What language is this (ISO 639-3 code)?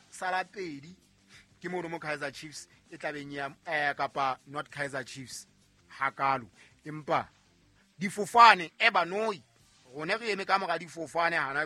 sot